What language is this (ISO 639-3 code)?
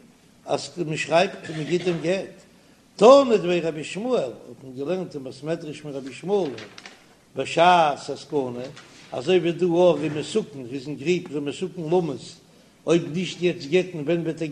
yid